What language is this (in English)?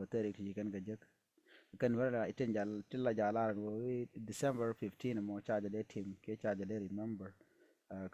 Nuer